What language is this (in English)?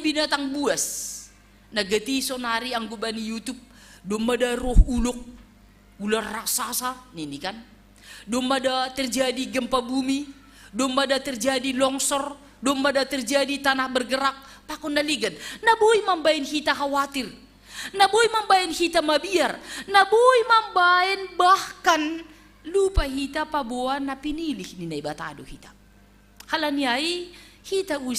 Batak Simalungun